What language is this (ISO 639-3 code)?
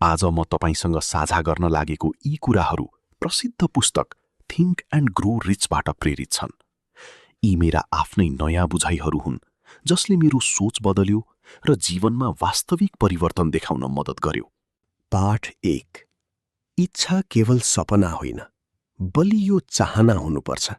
nep